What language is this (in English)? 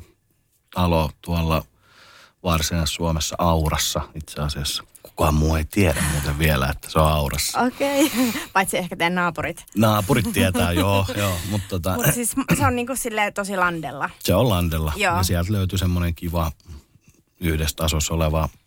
Finnish